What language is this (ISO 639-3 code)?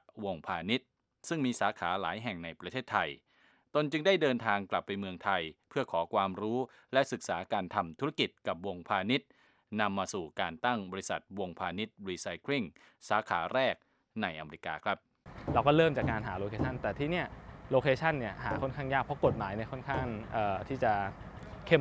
tha